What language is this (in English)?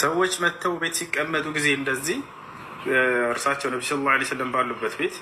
Amharic